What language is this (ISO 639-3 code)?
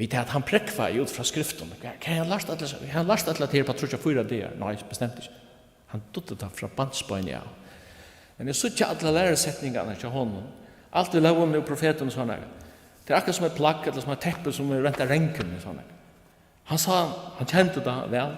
fao